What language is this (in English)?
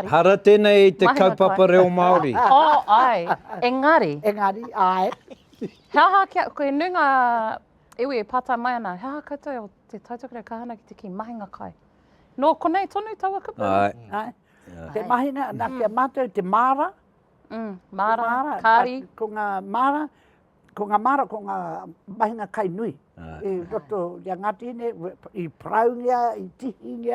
Māori